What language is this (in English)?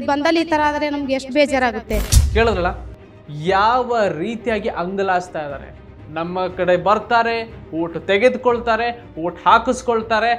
Kannada